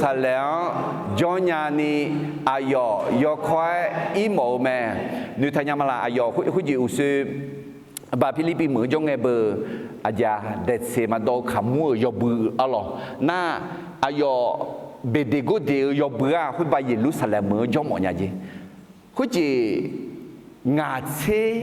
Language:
Akha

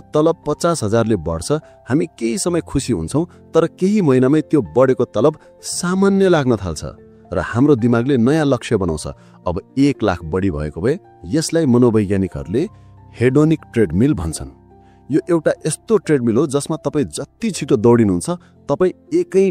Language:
Nepali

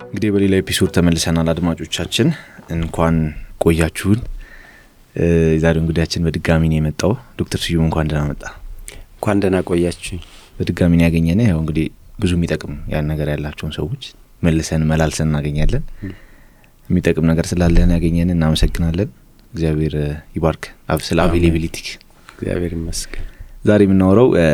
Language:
Amharic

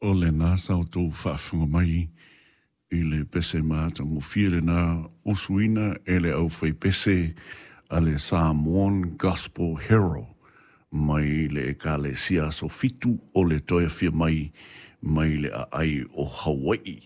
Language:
Samoan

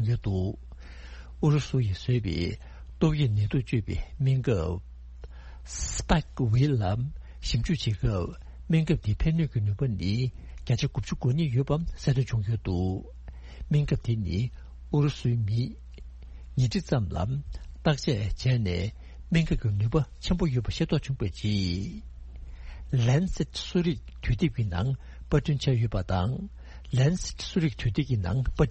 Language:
Tibetan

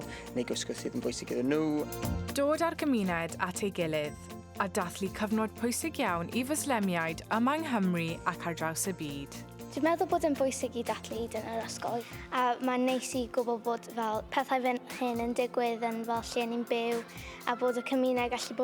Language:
Welsh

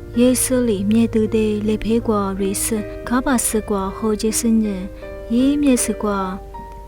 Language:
Lisu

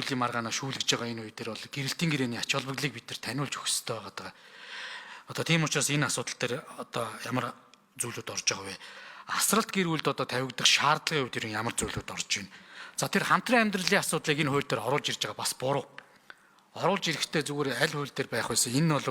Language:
Mongolian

